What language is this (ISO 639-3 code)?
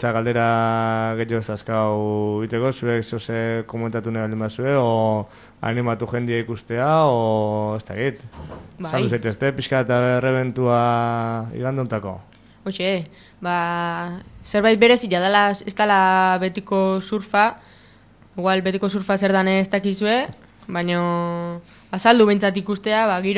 eus